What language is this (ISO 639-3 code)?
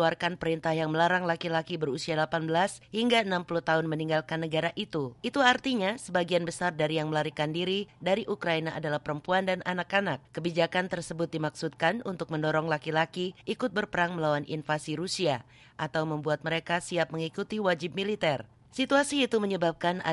ind